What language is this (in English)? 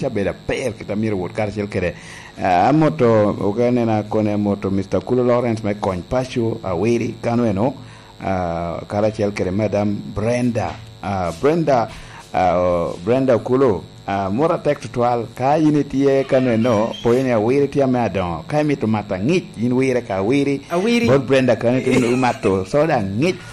Lango (Uganda)